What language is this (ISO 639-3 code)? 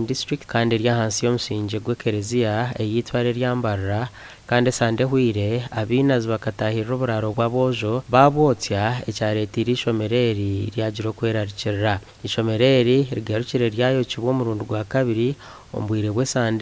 nyn